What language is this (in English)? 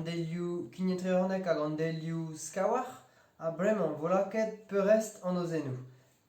Breton